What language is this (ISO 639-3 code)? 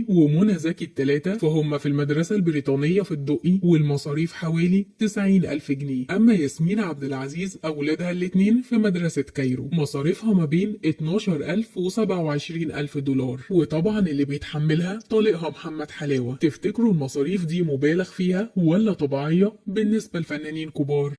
arz